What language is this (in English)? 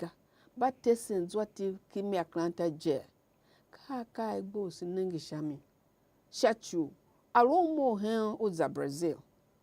Tiv